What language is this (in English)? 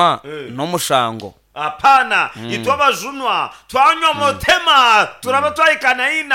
Nyankole